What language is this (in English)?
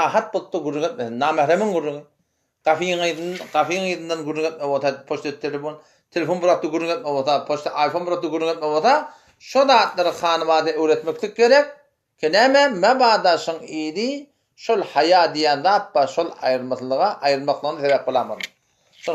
Turkmen